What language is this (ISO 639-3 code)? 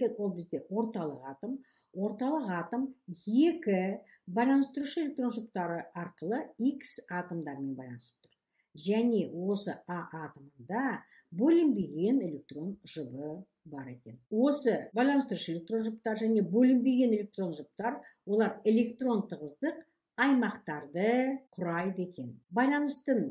kaz